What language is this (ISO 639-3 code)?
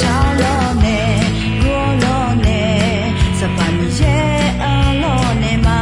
ahk